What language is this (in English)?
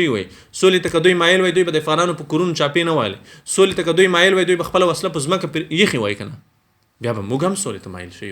Pashto